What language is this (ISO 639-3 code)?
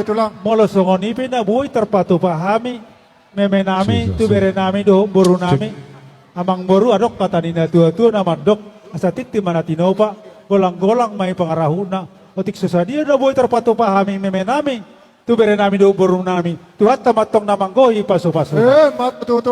bbc